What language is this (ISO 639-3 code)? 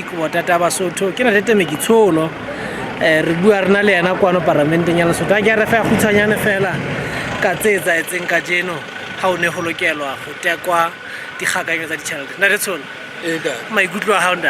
sot